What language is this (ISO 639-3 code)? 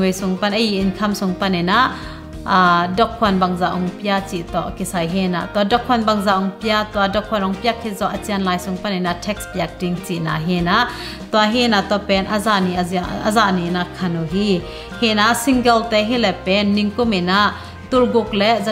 ctd